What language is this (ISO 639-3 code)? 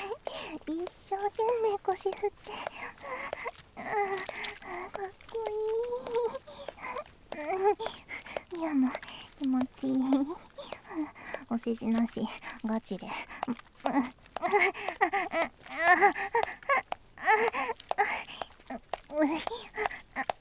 jpn